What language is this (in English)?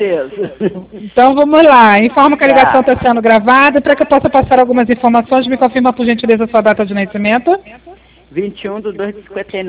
Portuguese